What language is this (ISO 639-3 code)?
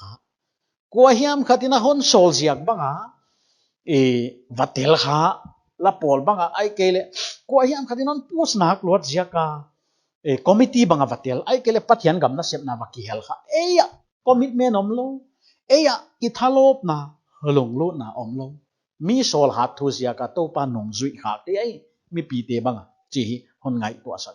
pck